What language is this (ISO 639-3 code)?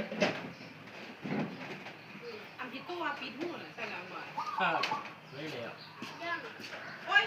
lao